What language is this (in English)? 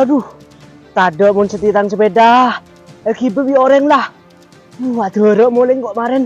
Madurese